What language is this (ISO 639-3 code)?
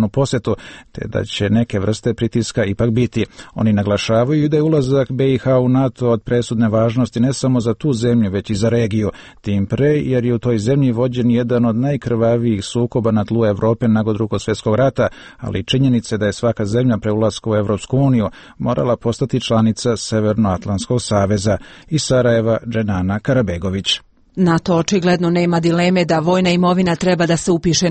hrv